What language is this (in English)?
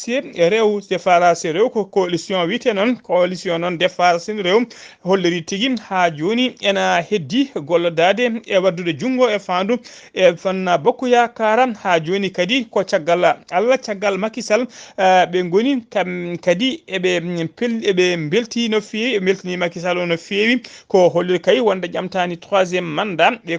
Fula